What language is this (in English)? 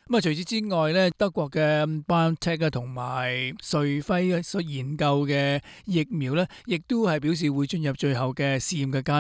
Cantonese